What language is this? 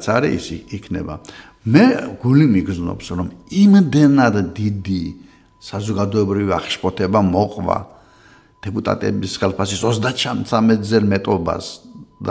Georgian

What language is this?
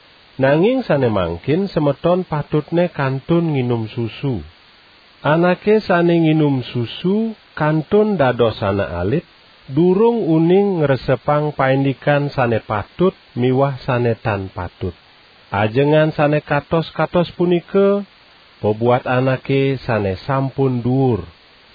Balinese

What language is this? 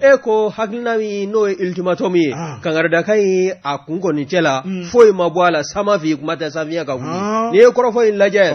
Bambara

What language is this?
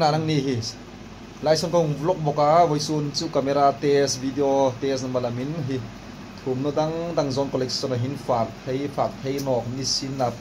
Hmar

